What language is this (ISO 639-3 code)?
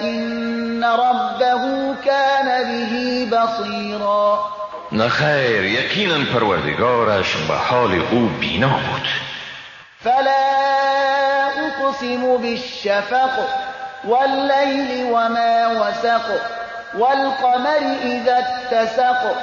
fas